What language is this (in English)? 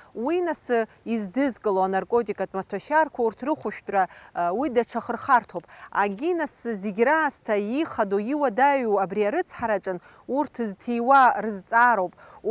Abkhazian